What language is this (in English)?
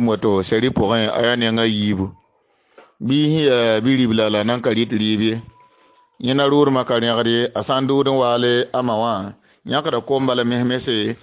Mossi